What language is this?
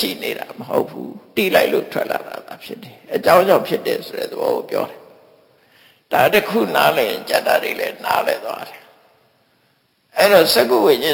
Burmese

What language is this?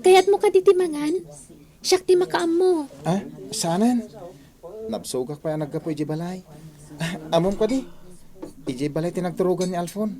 Iloko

